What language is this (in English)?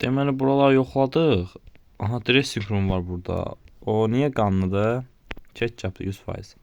Azerbaijani